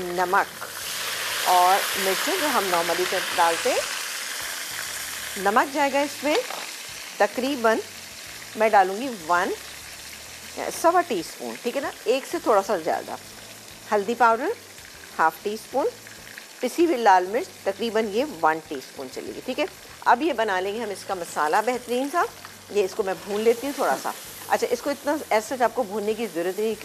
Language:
Hindi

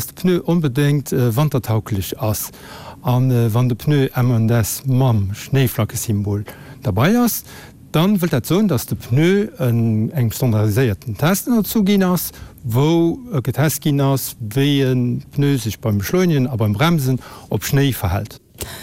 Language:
Luxembourgish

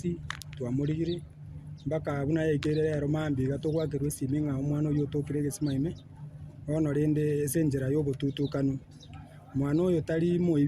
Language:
Gusii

